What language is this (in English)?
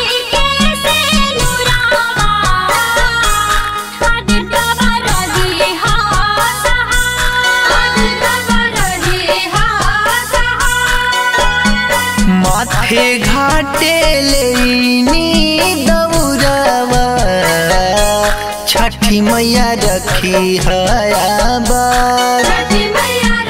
Bhojpuri